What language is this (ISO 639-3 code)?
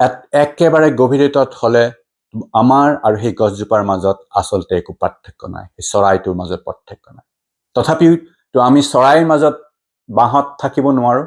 asm